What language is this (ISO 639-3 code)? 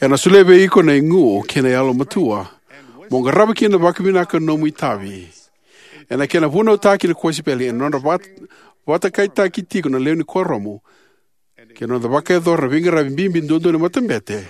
fij